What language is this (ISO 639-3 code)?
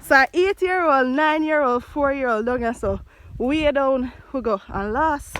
jam